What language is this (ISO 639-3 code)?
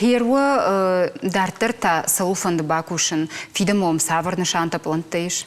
oss